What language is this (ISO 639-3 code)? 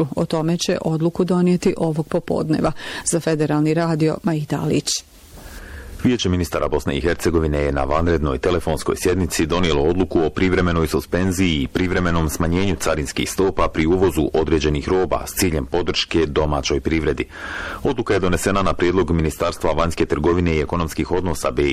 bos